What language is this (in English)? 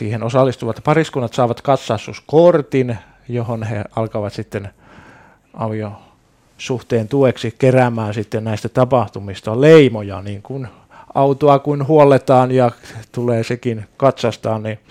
Finnish